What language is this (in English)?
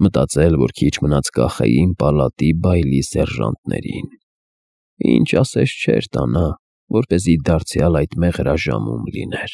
Armenian